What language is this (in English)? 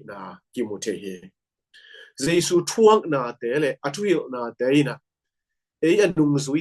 Tedim Chin